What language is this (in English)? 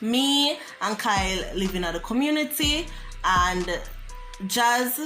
Jamaican Creole English